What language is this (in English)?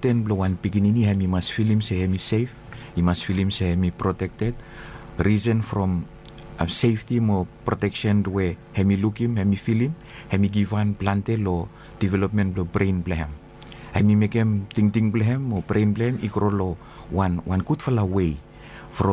Bislama